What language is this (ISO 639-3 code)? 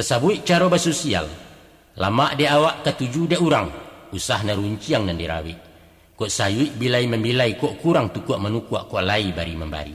min